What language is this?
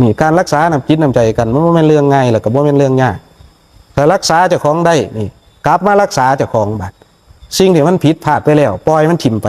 Northeastern Thai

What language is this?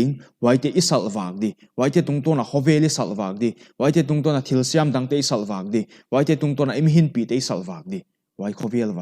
Paite Chin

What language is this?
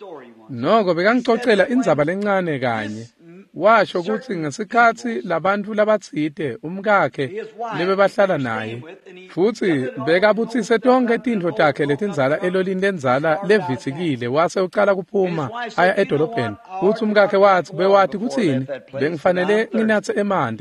Swati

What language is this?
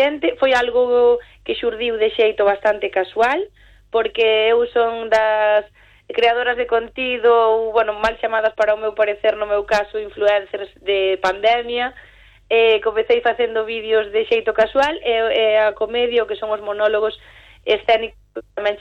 Galician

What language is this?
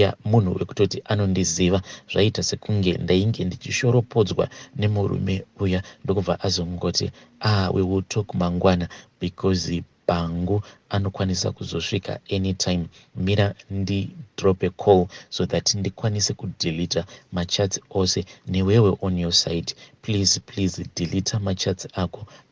Shona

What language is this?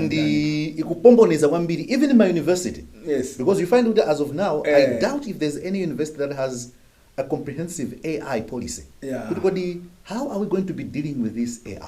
Nyanja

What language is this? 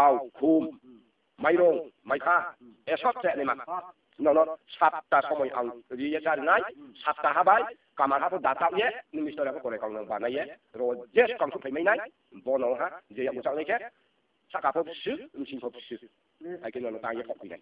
Riang (India)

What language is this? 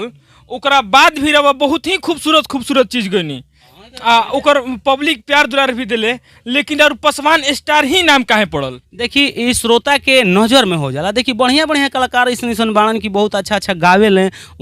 Bhojpuri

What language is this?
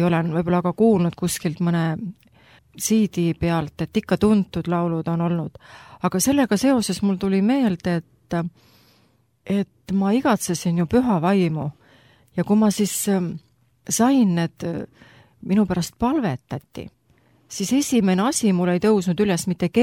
Estonian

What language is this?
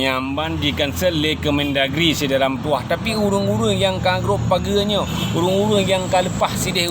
Achinese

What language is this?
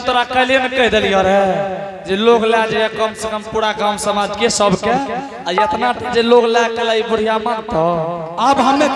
Angika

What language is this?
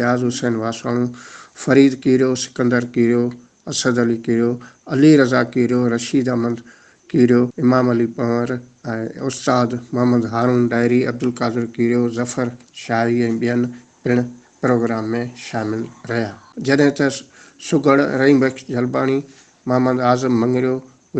Sindhi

